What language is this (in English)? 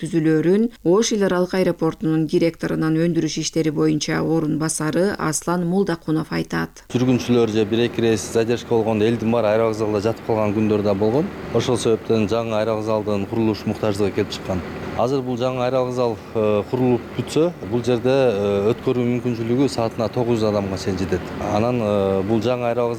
Kyrgyz